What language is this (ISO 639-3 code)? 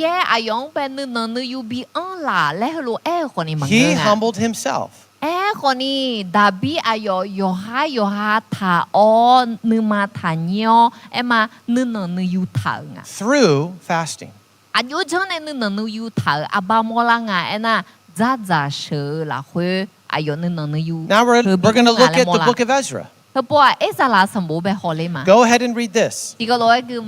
ahk